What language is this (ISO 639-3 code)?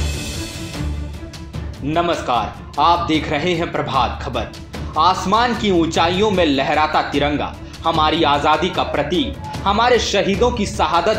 hin